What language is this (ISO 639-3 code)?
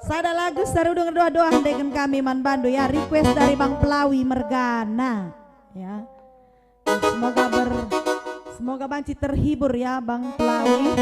btx